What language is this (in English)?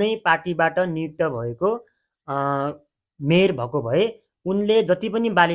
Nepali